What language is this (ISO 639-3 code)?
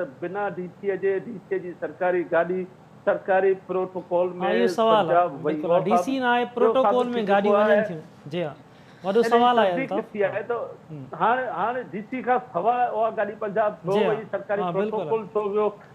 snd